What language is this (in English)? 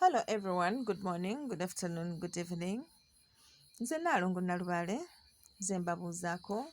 Ganda